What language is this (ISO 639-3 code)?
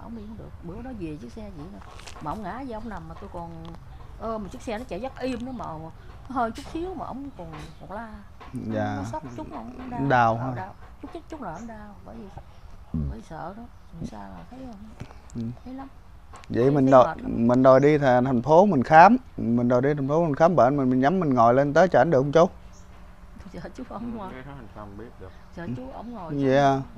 vie